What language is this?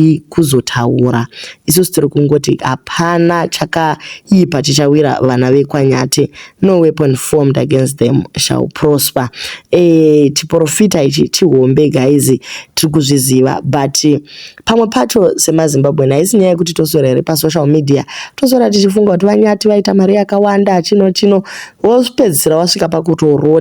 Shona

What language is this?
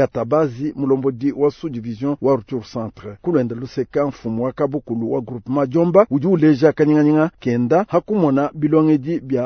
Luba-Lulua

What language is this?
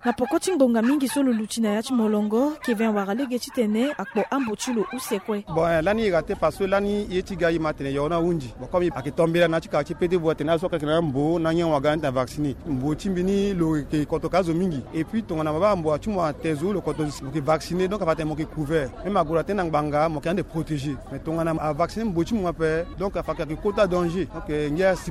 Sango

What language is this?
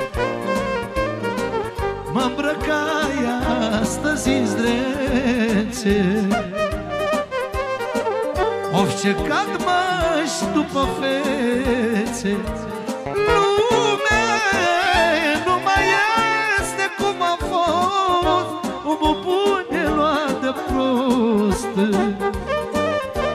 Romanian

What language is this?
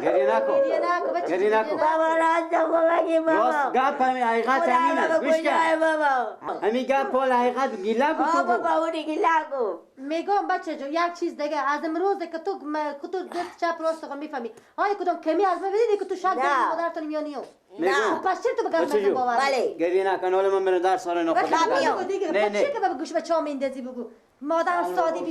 Persian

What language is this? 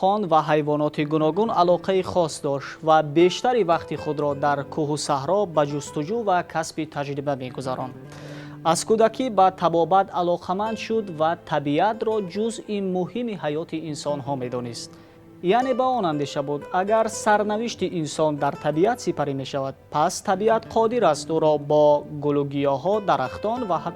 Tajik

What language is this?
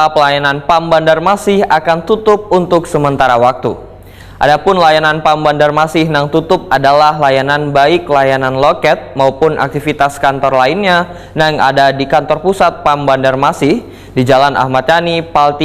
Banjar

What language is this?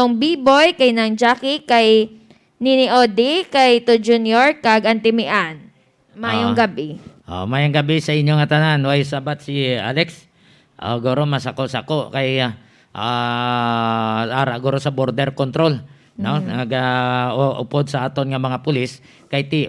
Hiligaynon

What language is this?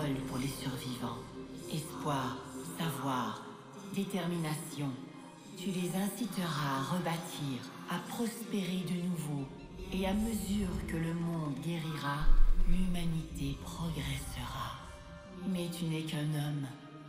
French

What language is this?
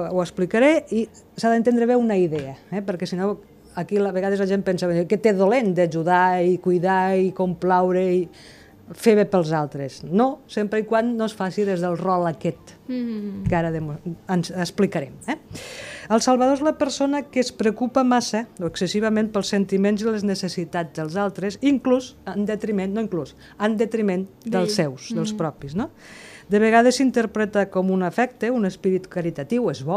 Catalan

